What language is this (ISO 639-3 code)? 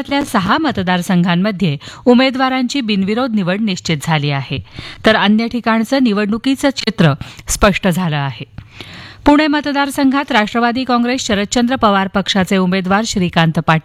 mar